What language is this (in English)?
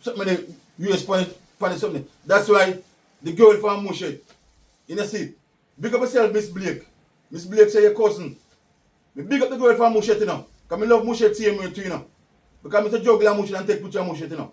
Jamaican Creole English